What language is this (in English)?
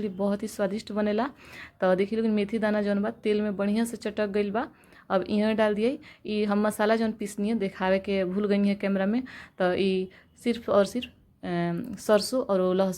Bhojpuri